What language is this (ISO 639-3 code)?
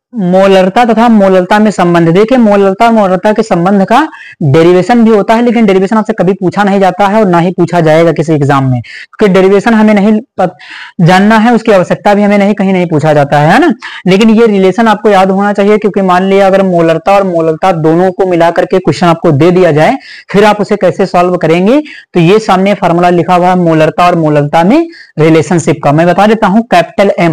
hin